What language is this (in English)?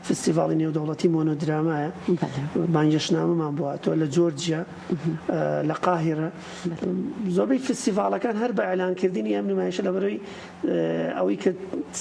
Central Kurdish